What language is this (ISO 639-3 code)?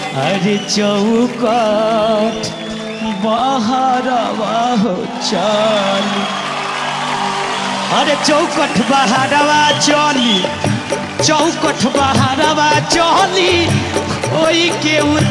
bho